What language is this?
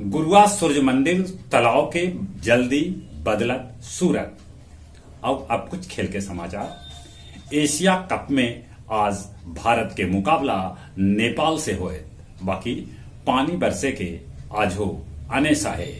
Magahi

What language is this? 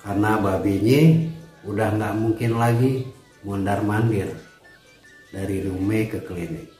Betawi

